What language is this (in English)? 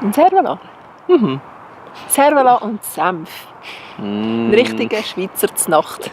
Swiss German